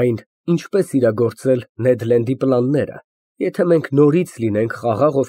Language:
Armenian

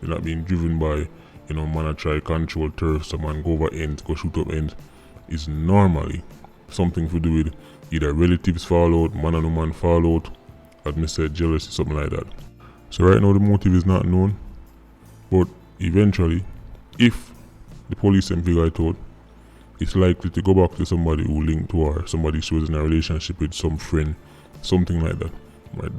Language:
Jamaican Creole English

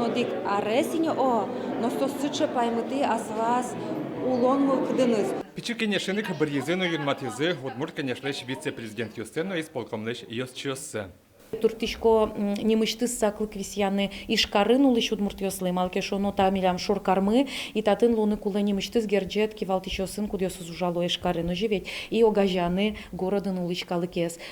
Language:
Udmurt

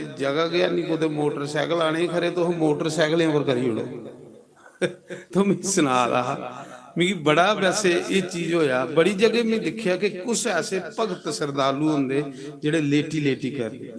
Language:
Dogri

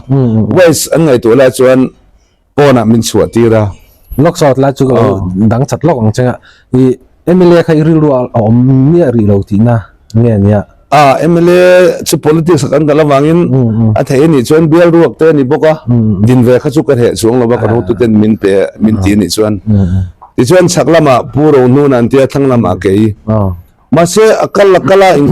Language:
Mizo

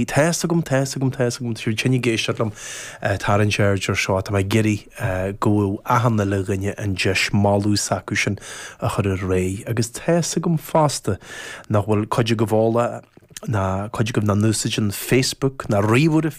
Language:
Irish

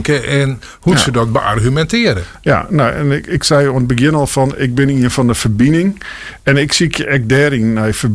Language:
Western Frisian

